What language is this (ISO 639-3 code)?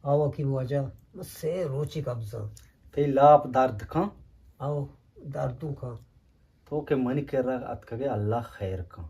bgp